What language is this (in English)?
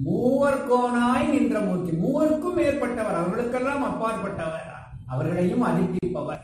Tamil